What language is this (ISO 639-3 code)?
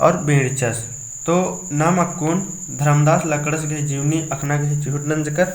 kru